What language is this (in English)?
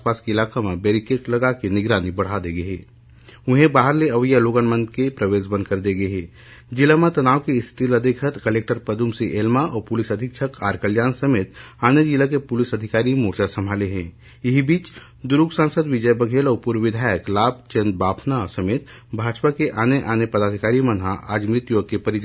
Chhattisgarhi